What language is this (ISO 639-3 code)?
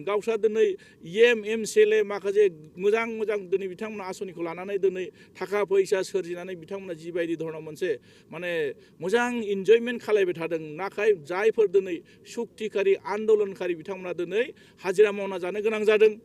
brx